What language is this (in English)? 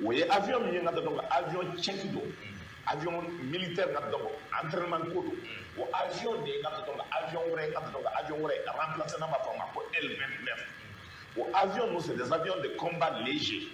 Bambara